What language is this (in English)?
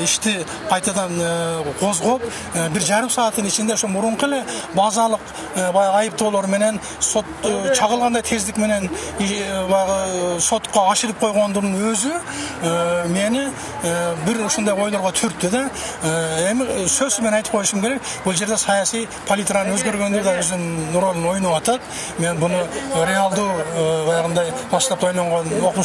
Kyrgyz